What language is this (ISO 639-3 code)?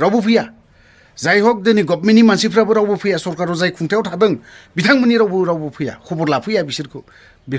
brx